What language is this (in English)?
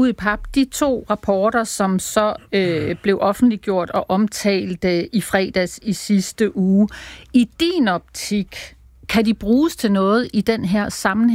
Danish